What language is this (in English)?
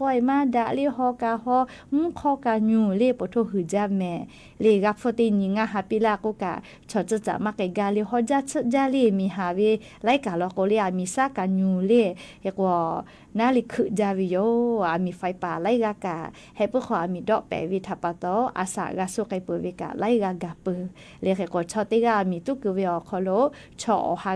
Lahu